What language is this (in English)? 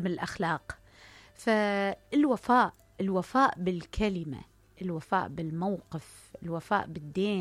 Mesopotamian Arabic